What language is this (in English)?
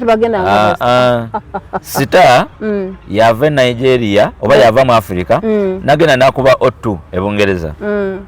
Ganda